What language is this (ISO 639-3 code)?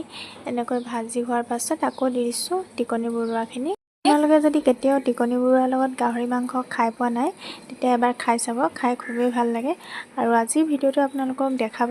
asm